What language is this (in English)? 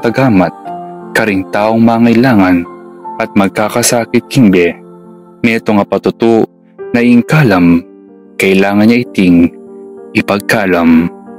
Pampanga